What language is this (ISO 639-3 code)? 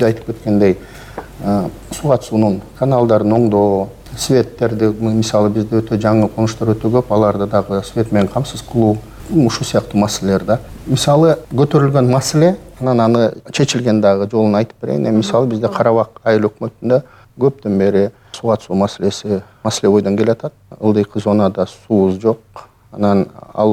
kir